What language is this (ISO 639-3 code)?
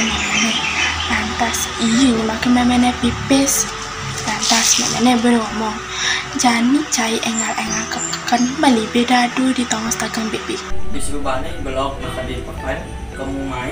ban